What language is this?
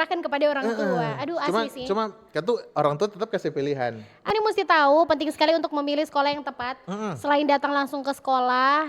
Manado Malay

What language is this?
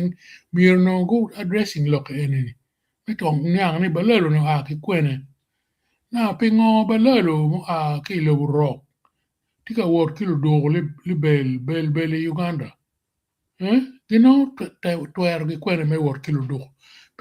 Acoli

